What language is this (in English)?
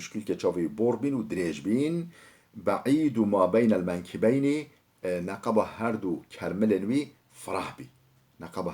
Kurdish